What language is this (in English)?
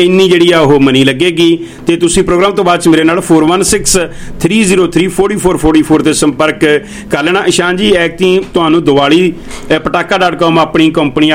Punjabi